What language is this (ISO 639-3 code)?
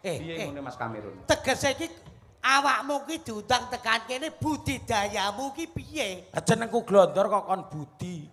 jav